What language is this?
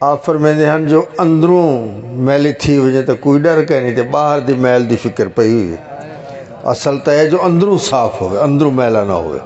Saraiki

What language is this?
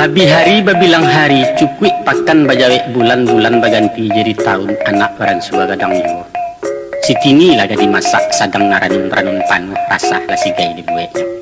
Minangkabau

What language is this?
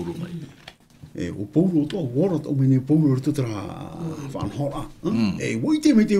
Tahitian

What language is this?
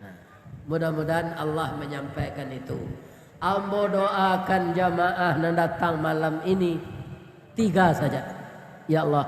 Minangkabau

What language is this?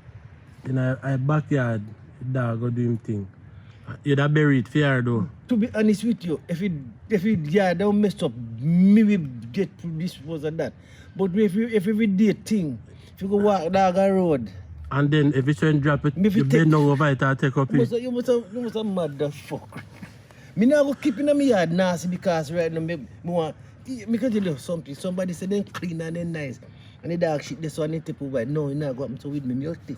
Jamaican Creole English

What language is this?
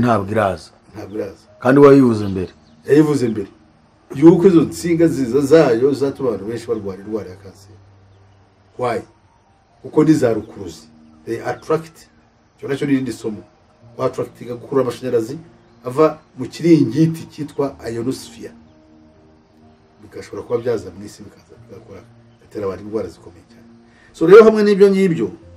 Kinyarwanda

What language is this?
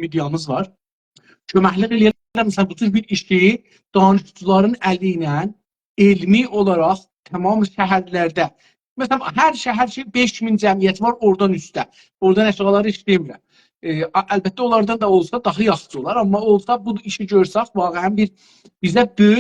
South Azerbaijani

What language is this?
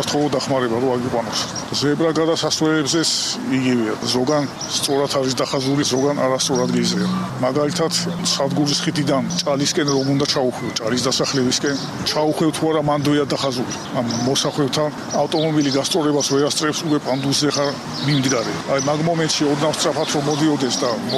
Georgian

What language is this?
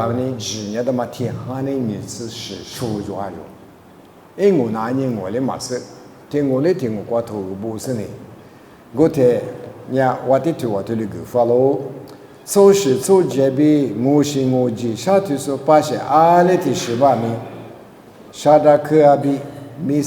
Lisu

